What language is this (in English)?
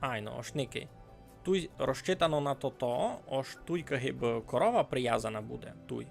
Rusyn